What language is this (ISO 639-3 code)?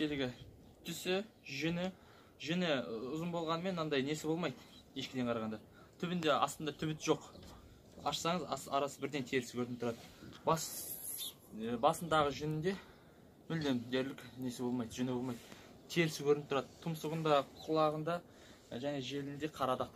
kaz